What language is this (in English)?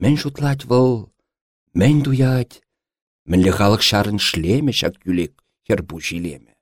Chuvash